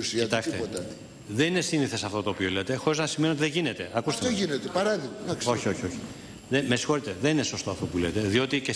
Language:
Greek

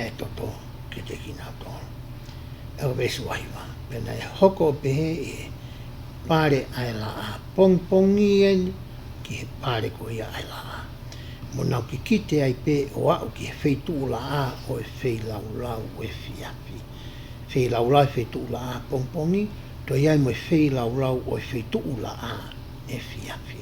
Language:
Tongan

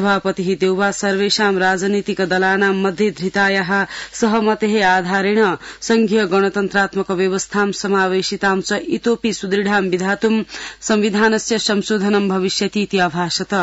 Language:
Sanskrit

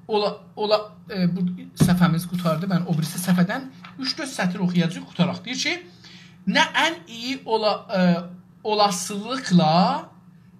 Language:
South Azerbaijani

